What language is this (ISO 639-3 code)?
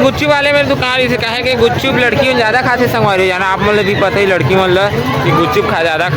hne